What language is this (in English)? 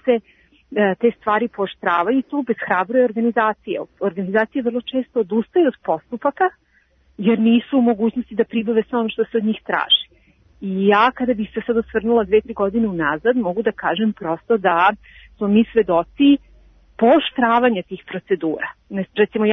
Serbian